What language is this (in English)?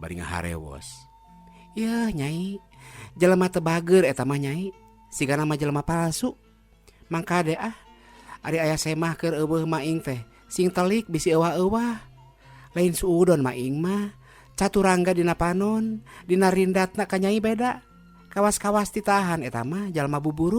Sundanese